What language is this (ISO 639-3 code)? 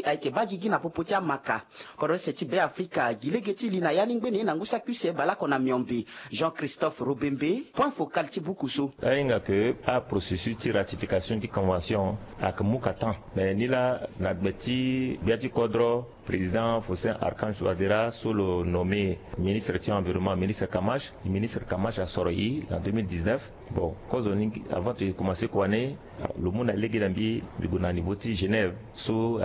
sag